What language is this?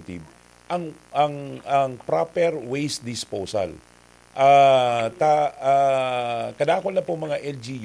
Bikol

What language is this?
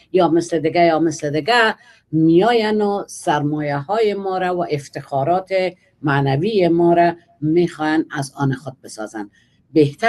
Persian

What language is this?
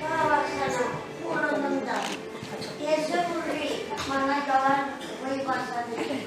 Chuvash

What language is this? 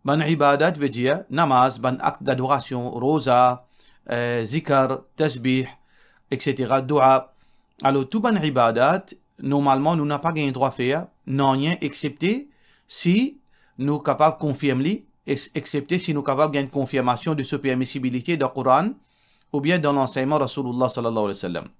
Morisyen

